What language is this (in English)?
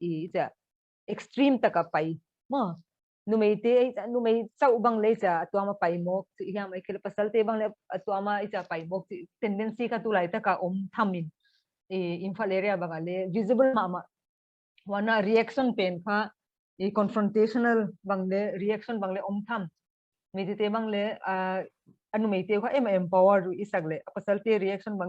Paite Chin